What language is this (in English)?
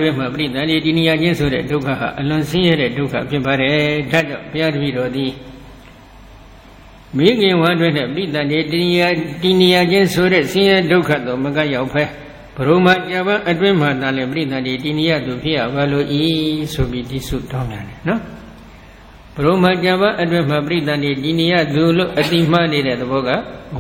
Burmese